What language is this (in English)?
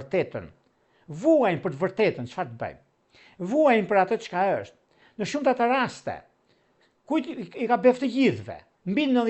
Albanian